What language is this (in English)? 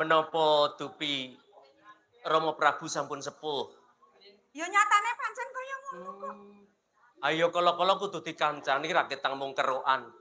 Javanese